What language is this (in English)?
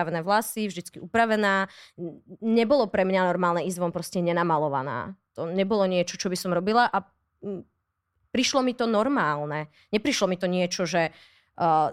Slovak